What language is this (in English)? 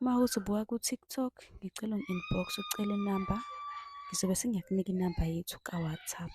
Zulu